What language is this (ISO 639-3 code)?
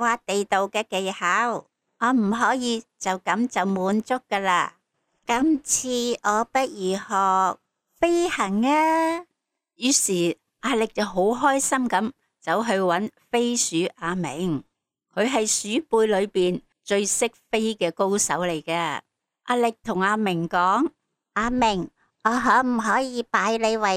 yue